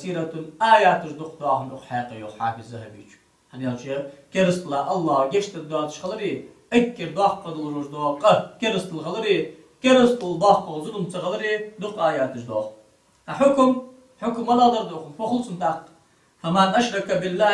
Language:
Ingush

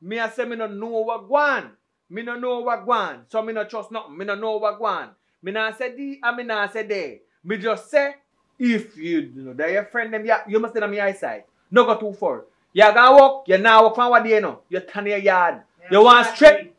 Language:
Jamaican Creole English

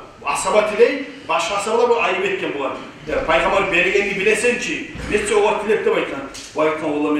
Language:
Kumyk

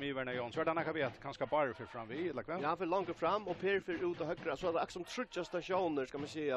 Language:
Faroese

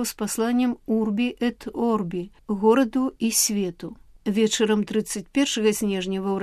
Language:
Belarusian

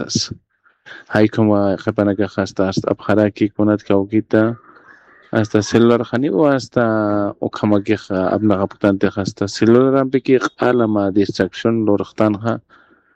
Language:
Aymara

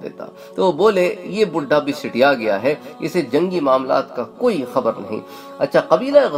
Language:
Urdu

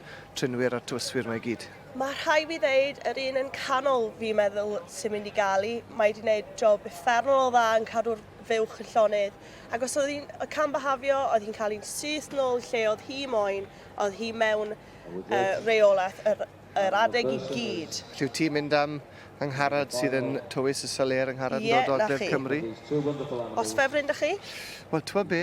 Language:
Welsh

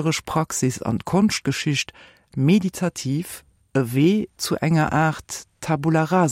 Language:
Luxembourgish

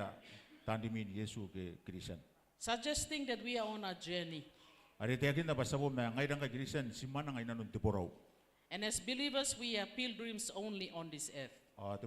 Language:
Gilbertese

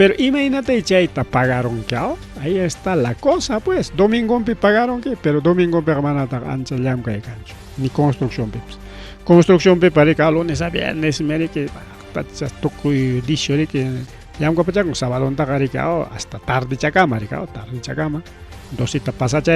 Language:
Ayacucho Quechua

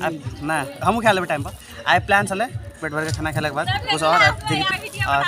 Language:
Maithili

